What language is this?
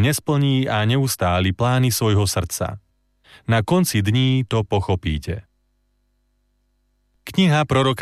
Slovak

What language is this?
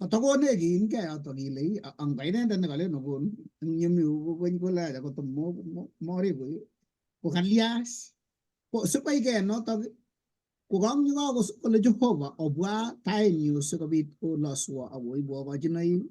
Kalenjin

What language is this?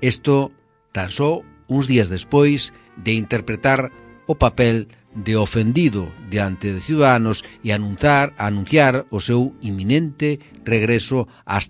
Galician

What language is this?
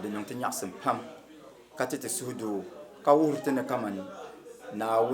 Dagbani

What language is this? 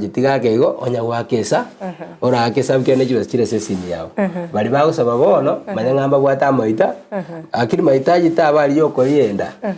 Gusii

